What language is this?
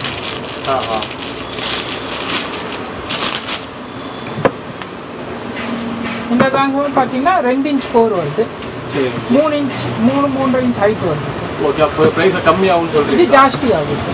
Tamil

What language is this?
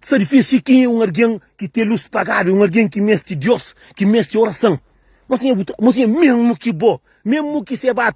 Kabuverdianu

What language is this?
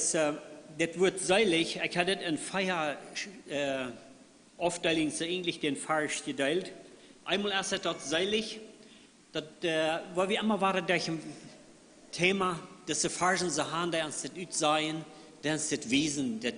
Plautdietsch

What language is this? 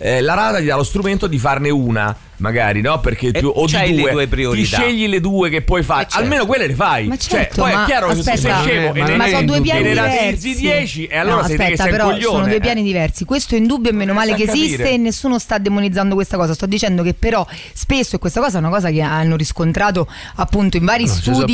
Italian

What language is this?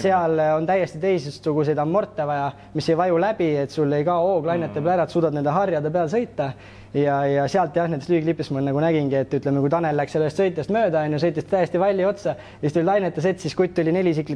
Estonian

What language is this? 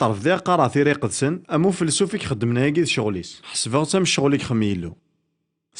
Kabyle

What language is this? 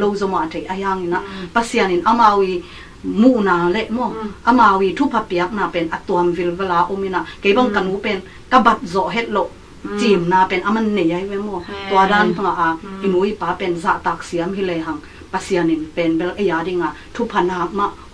Tedim Chin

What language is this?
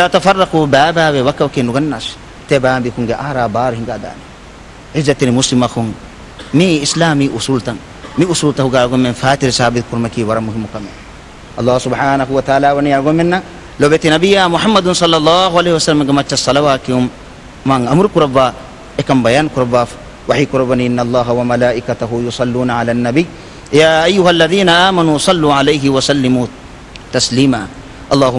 Divehi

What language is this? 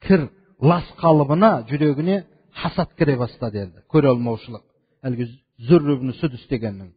Kazakh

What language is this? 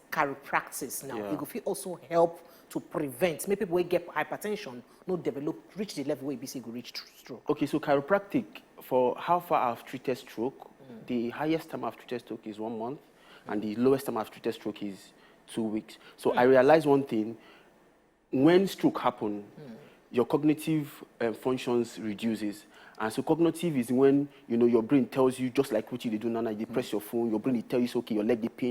Nigerian Pidgin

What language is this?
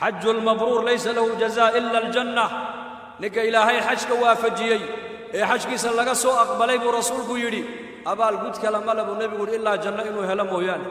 Somali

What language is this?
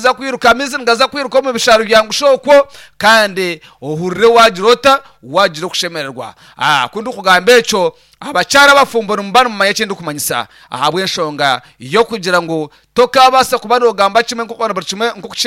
Nyankole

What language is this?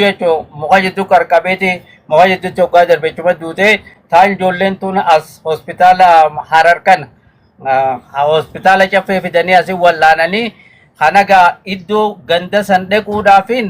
Oromo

